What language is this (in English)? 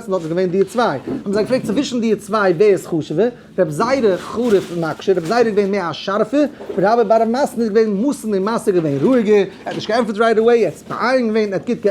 Yiddish